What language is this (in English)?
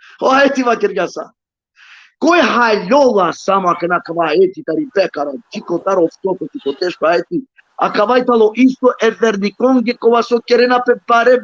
Balkan Romani